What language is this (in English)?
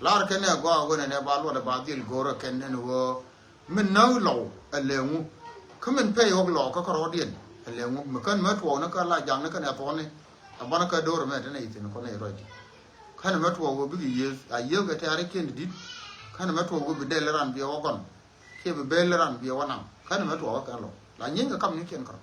Nuer